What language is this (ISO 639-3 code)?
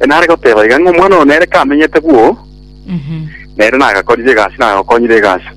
guz